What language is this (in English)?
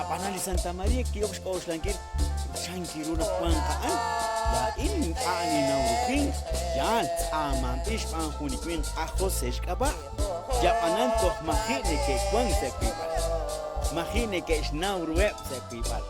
Kekchí